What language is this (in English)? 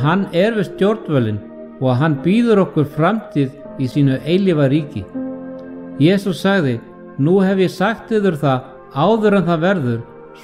Icelandic